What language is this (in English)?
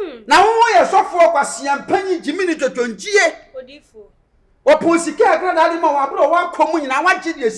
Akan